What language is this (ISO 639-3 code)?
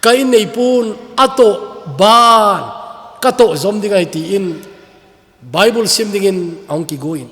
tcz